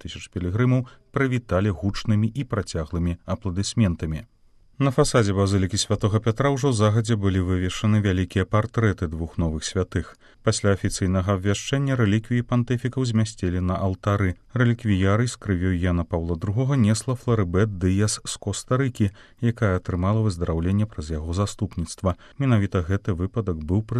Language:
Belarusian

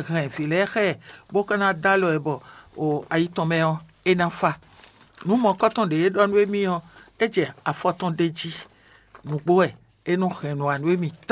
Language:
Fon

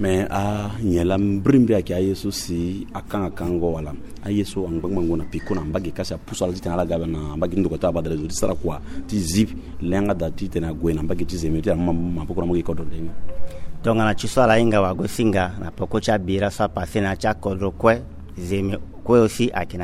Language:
Sango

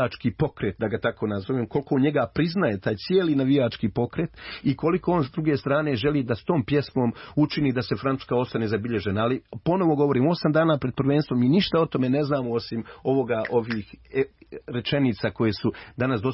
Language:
Croatian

